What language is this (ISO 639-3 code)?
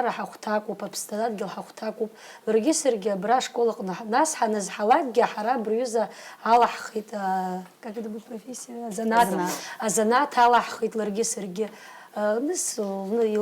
abk